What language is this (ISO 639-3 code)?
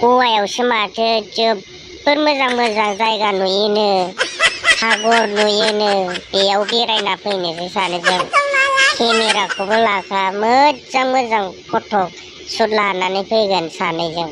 brx